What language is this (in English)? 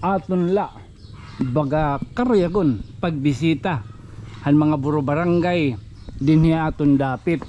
Waray